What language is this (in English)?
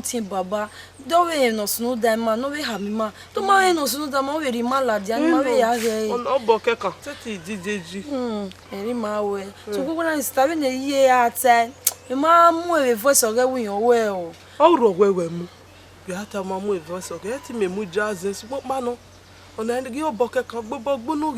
Bini